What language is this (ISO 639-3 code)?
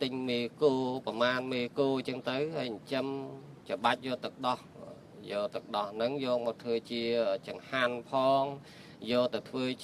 khm